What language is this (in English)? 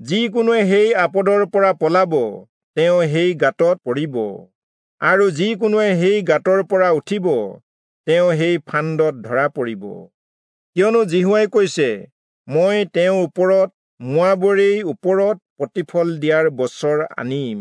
Assamese